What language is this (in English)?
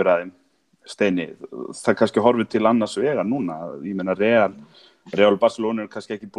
Icelandic